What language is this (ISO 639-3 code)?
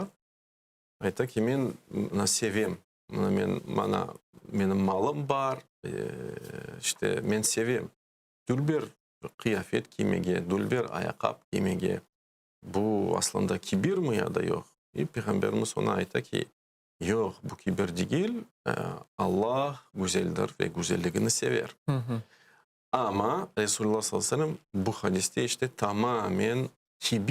crh